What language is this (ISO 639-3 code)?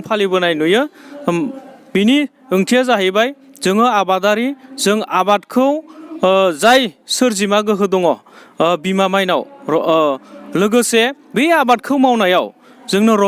brx